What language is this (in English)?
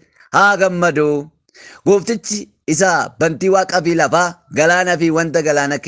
Oromo